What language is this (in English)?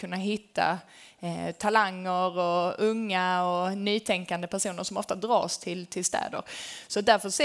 Swedish